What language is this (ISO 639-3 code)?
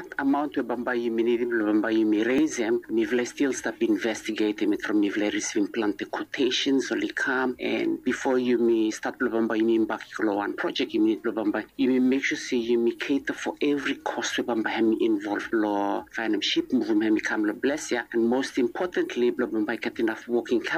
bis